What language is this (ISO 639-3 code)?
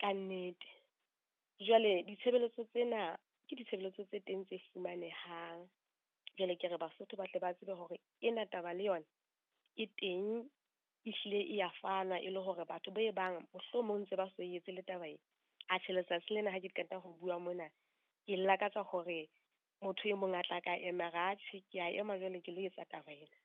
sot